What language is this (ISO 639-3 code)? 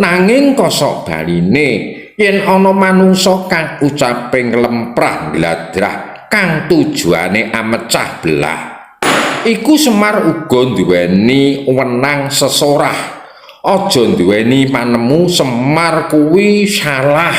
jav